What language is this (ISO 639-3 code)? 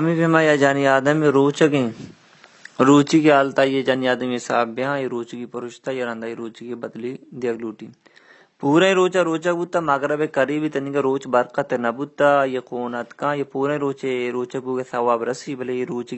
bal